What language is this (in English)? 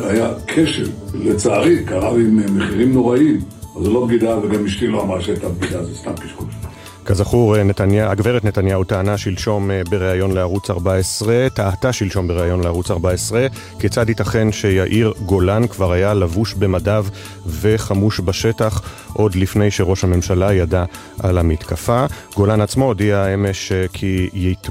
Hebrew